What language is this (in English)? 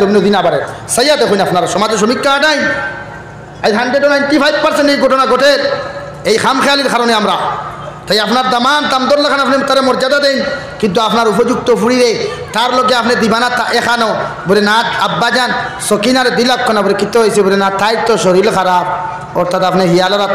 Sylheti